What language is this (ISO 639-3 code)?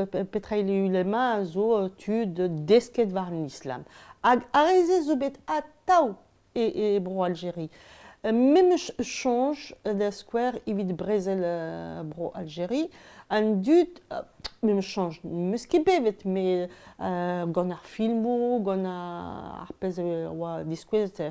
bre